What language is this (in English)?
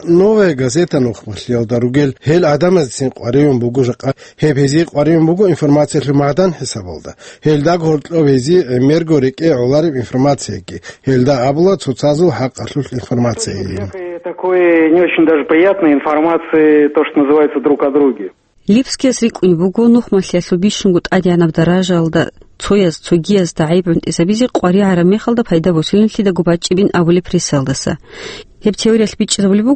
Avaric